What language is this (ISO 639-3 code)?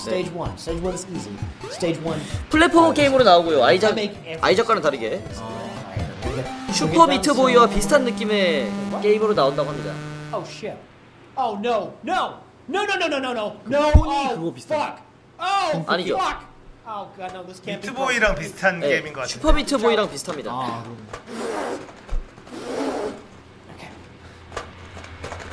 kor